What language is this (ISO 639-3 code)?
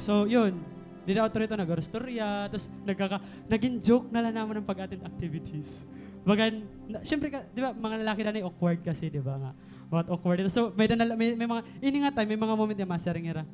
war